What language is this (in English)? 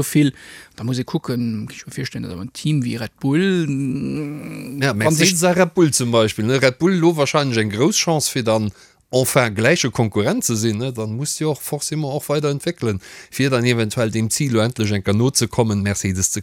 Luxembourgish